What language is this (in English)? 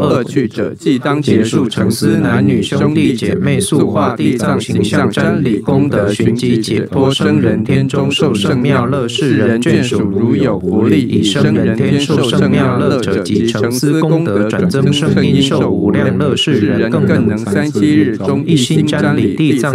Chinese